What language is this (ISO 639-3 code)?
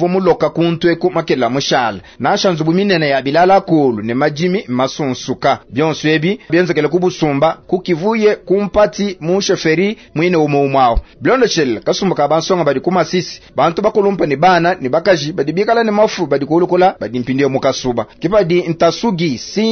lua